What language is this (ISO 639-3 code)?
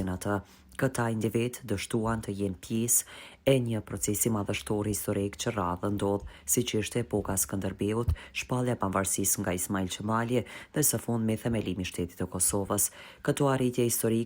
sqi